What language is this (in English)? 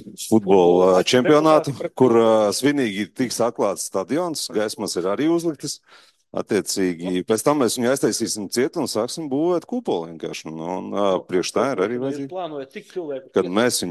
Latvian